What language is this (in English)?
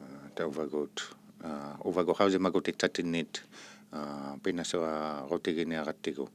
Inuktitut